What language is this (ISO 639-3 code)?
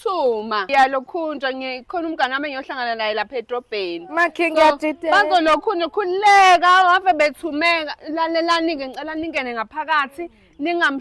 zul